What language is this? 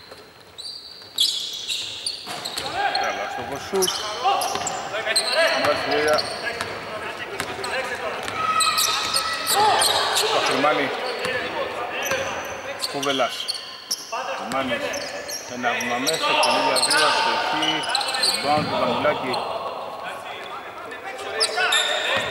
Greek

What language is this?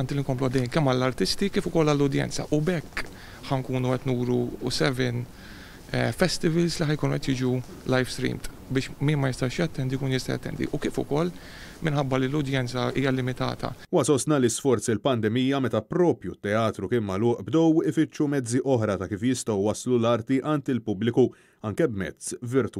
Maltese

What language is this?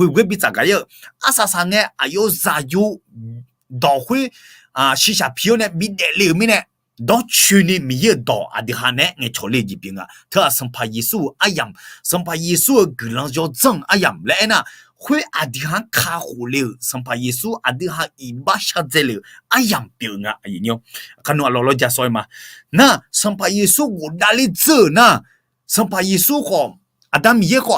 Akha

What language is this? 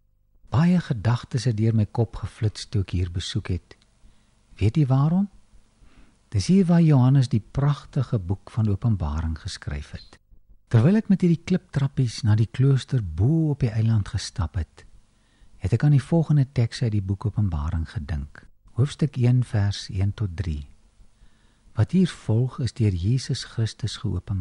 Afrikaans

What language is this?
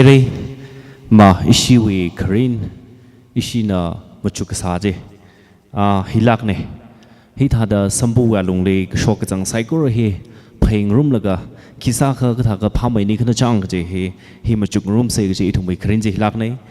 Tangkhul Naga (India)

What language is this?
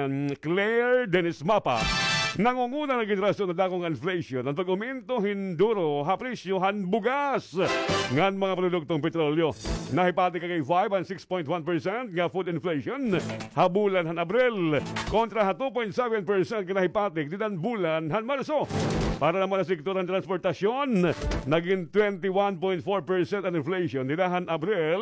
Waray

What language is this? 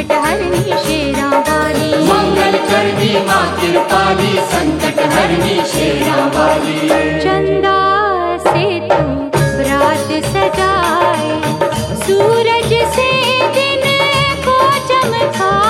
Hindi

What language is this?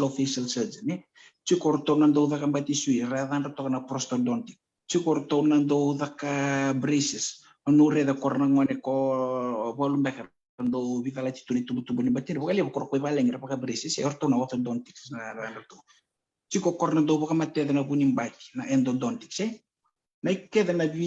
Fijian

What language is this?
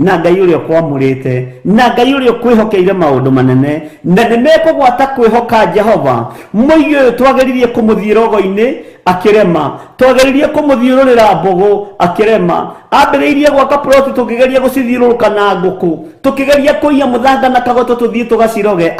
Kikuyu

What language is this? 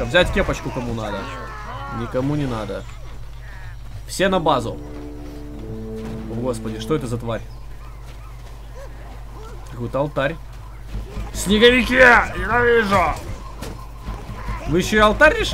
Russian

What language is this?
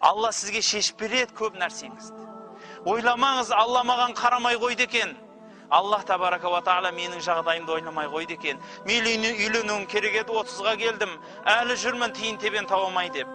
Kazakh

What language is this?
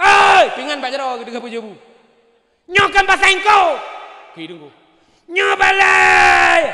Achinese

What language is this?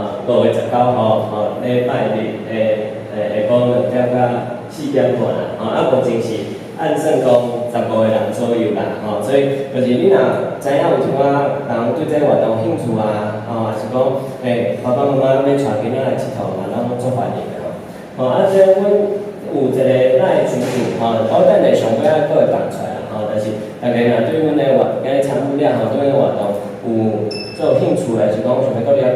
Min Nan Chinese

